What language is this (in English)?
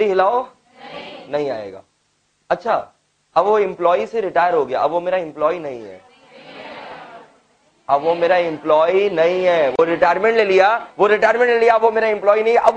Hindi